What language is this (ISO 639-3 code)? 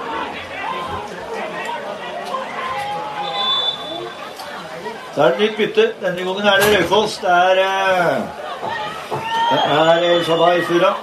nor